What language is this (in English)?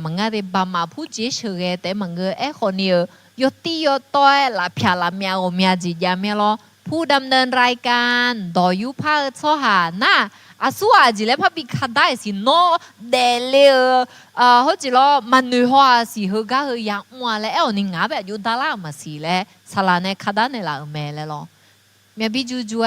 Akha